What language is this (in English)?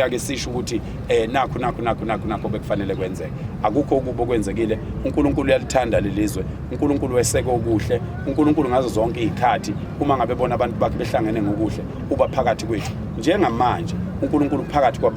Zulu